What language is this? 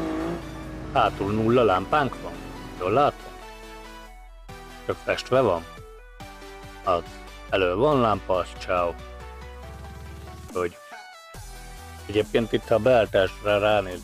Hungarian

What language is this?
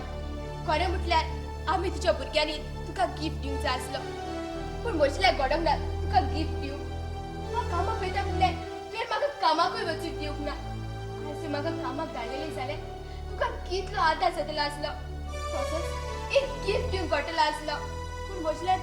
Konkani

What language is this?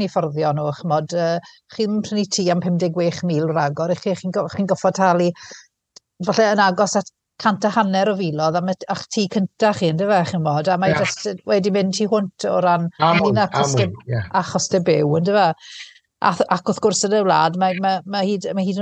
Welsh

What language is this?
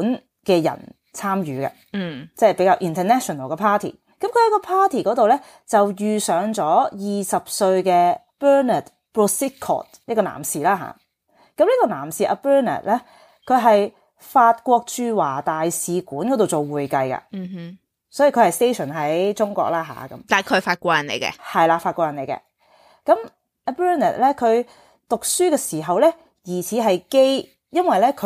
Cantonese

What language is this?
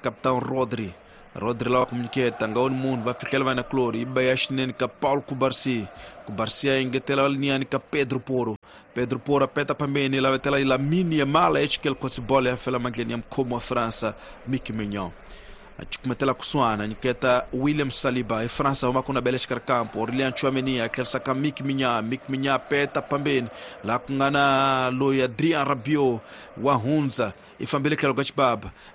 Tsonga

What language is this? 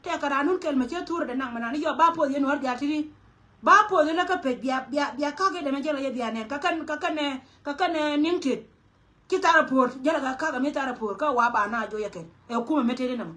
Nuer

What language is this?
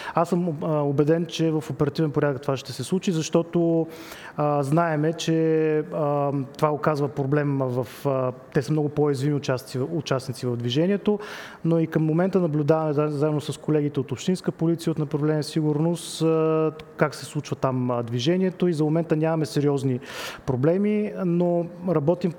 Bulgarian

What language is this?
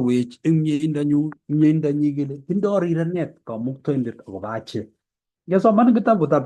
Kalenjin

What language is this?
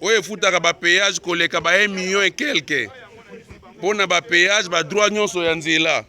Lingala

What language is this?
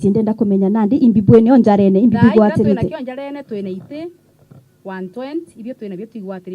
Meru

